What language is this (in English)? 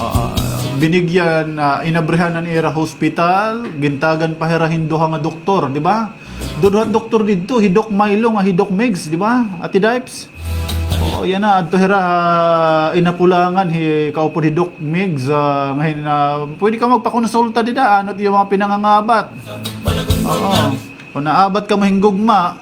Waray